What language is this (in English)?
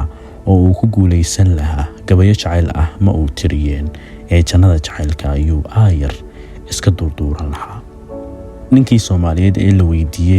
Somali